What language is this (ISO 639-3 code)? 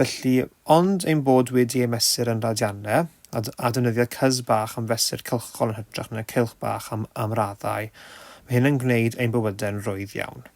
cym